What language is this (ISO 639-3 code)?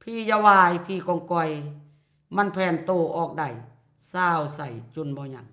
lao